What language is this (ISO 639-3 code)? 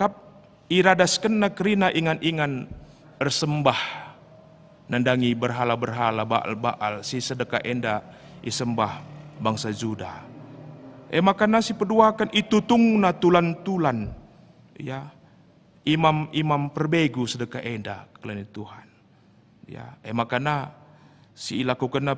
btx